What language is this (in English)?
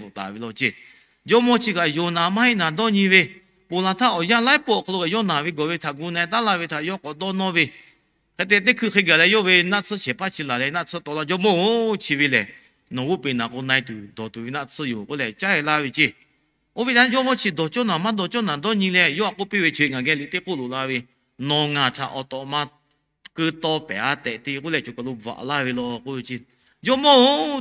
Lahu